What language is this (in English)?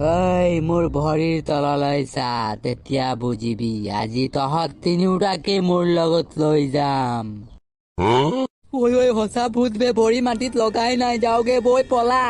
Assamese